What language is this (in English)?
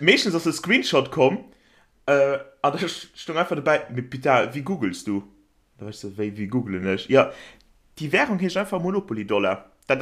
Luxembourgish